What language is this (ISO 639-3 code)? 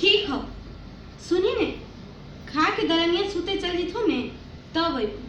mag